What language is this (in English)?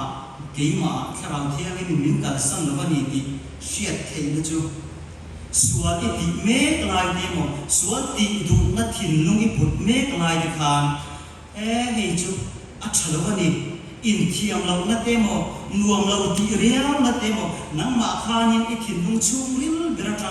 Mizo